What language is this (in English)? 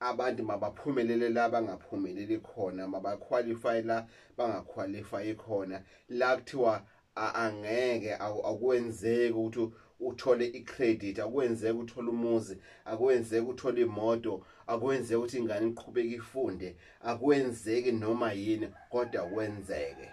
Zulu